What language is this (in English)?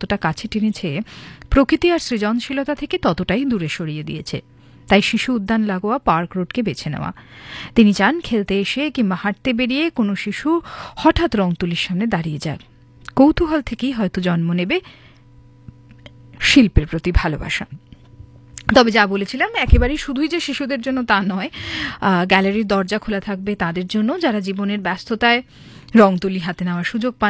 Bangla